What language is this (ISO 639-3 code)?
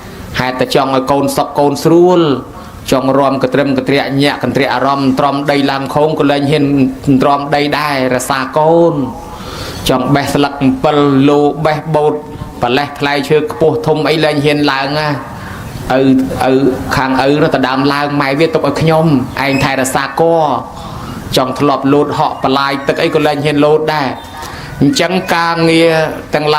khm